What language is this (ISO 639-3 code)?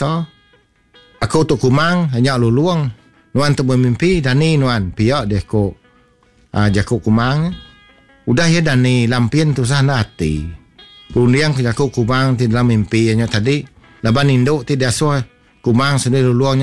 iba